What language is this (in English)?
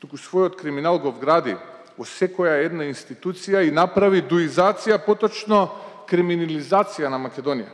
Macedonian